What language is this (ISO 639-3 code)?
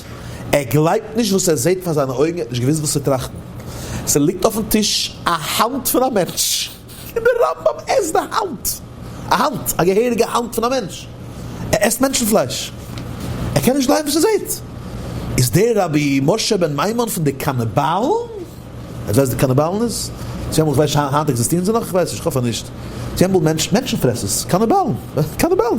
yid